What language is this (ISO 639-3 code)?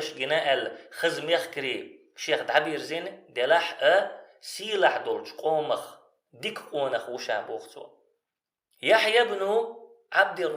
che